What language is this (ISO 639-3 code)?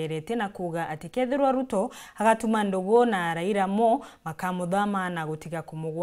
mer